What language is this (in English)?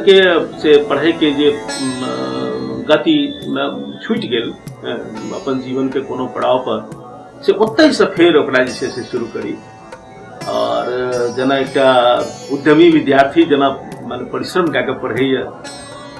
Maithili